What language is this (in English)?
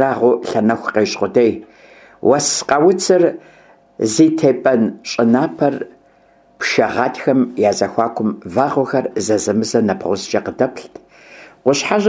Kabardian